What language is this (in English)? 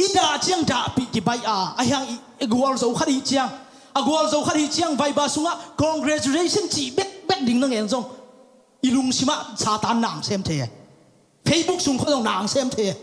Tedim Chin